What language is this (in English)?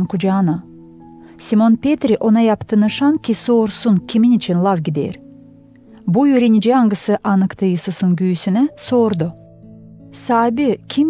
Gagauz